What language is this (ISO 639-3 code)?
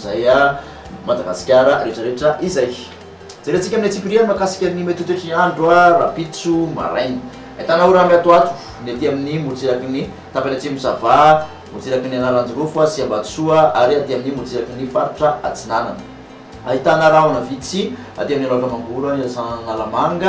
mlg